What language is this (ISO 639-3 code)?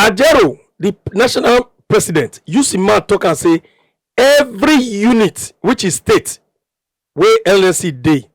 pcm